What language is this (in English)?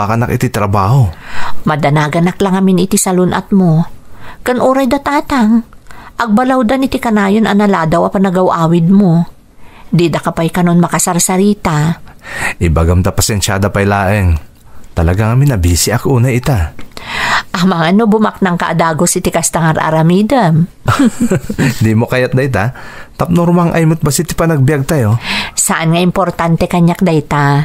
Iloko